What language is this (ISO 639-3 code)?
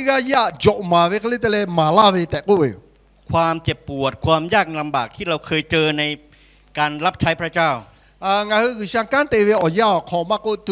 lhu